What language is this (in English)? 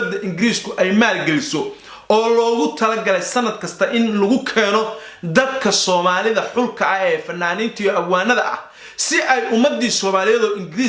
Somali